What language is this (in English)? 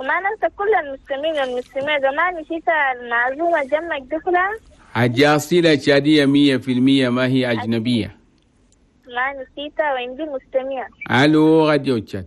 Chadian Arabic